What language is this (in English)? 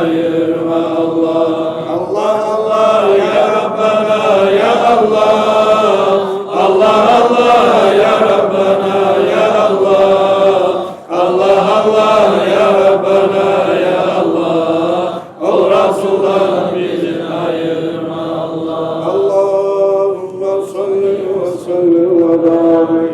Kumyk